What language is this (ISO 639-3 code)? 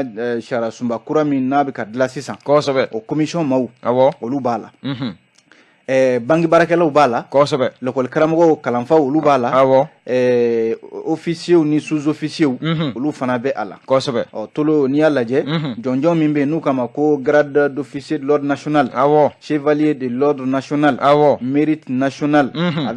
bam